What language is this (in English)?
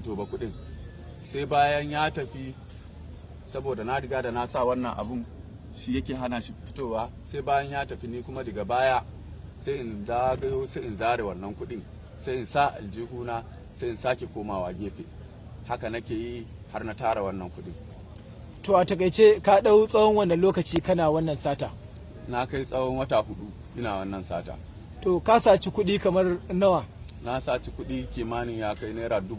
Hausa